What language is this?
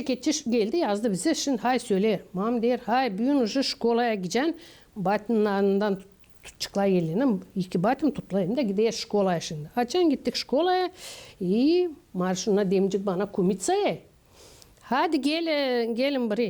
Gagauz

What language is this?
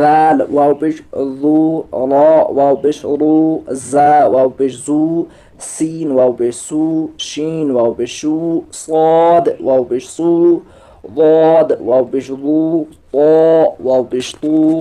Kashmiri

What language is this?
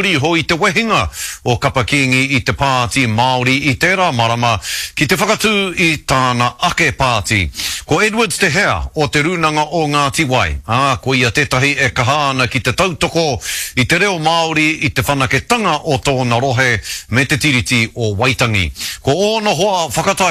Māori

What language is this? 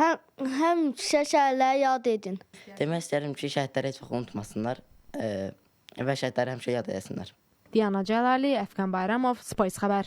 Azerbaijani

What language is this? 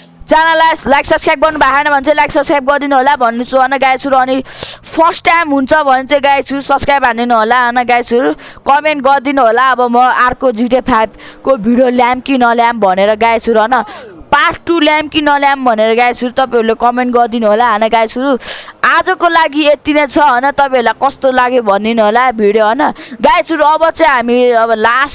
Nepali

